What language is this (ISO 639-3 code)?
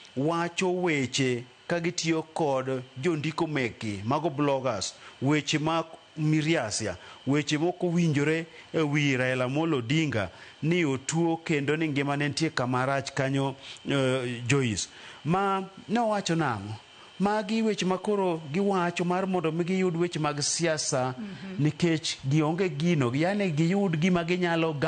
luo